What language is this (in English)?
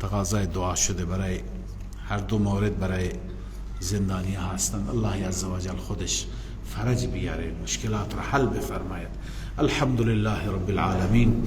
Persian